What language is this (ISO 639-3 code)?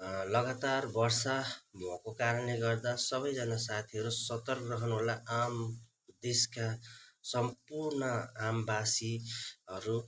nep